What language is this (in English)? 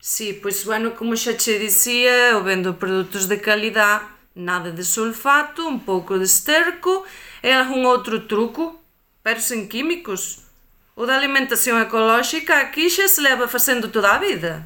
Galician